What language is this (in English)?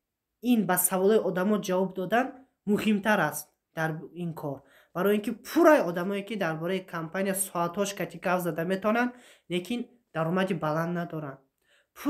Tajik